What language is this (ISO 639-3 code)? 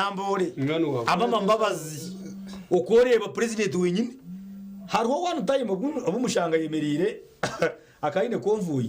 nyn